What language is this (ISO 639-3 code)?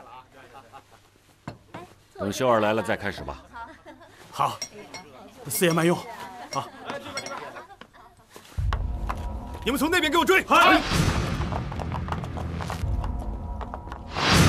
zho